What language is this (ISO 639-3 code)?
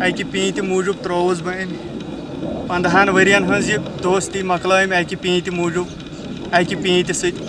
kas